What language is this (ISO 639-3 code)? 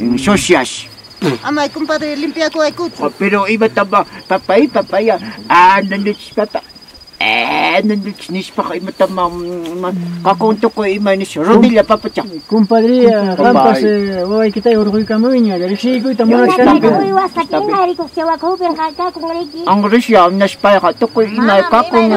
quy